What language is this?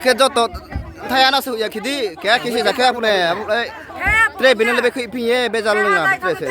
Riang (India)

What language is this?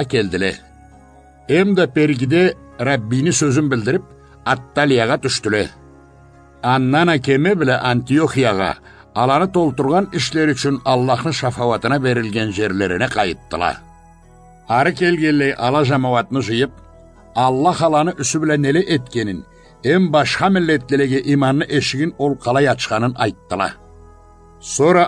Karachay-Balkar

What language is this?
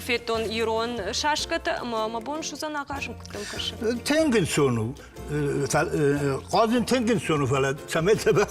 Ossetic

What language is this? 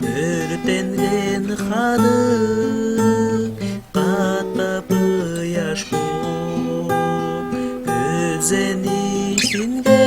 Tuvinian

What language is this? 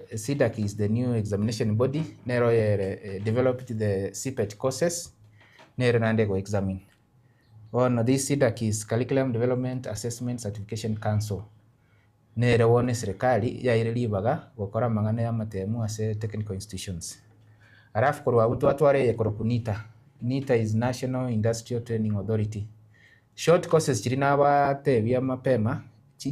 Gusii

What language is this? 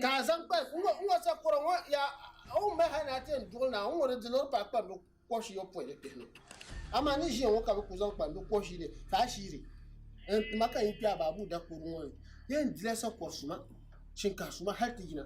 Dagbani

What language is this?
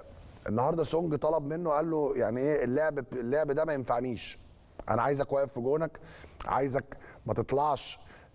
Egyptian Arabic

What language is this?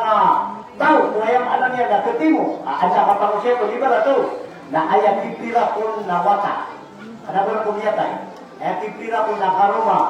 Maranao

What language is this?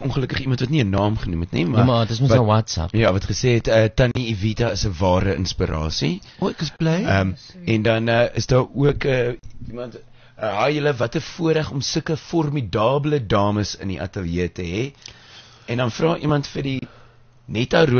Afrikaans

